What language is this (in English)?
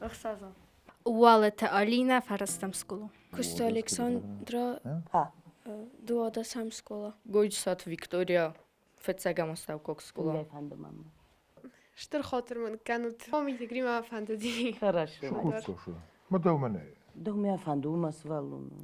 Ossetic